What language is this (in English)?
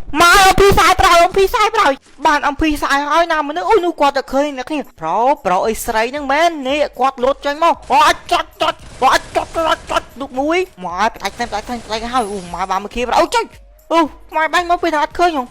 Khmer